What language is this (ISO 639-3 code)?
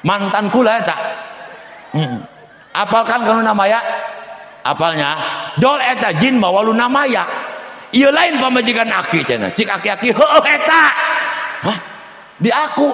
sun